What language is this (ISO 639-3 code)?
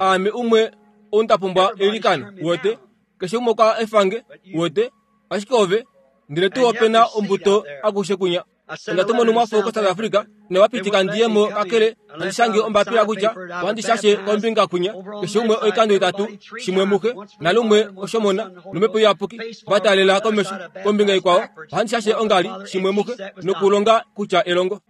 kua